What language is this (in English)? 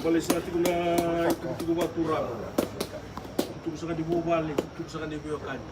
Fijian